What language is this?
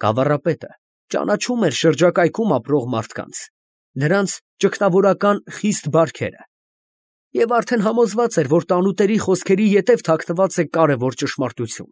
Armenian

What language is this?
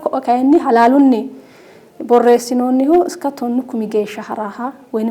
Sidamo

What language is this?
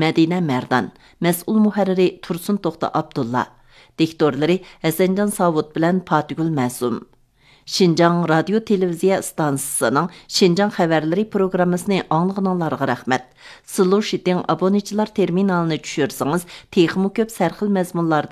Uyghur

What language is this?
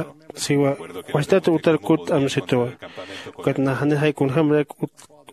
Aymara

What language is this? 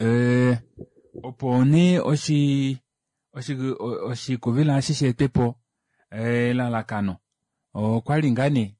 Kuanyama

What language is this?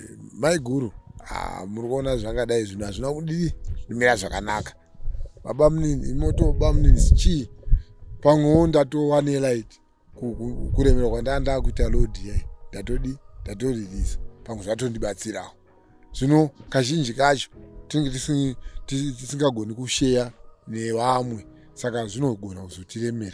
Shona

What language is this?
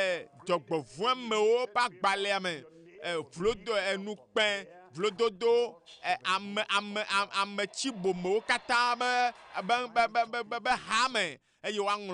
Ewe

